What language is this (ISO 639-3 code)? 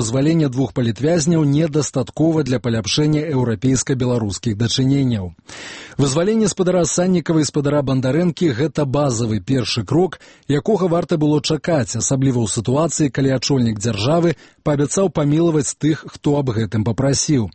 bel